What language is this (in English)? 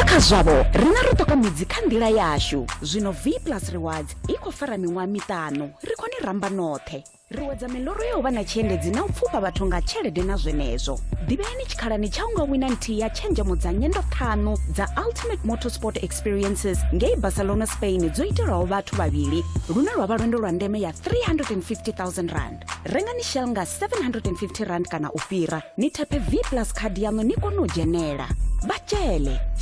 Venda